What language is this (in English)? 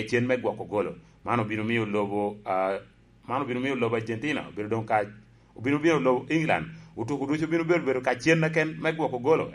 Lango (Uganda)